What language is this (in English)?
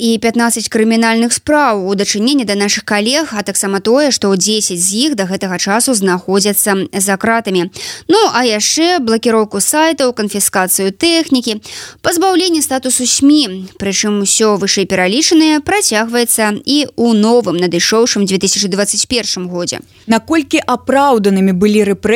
Belarusian